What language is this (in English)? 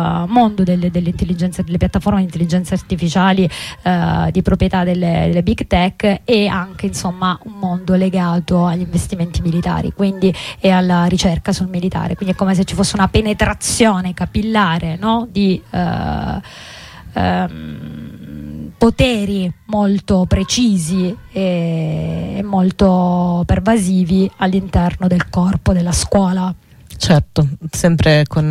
Italian